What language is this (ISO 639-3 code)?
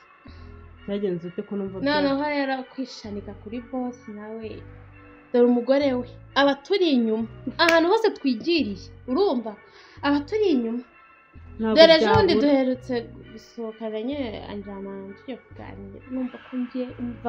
kin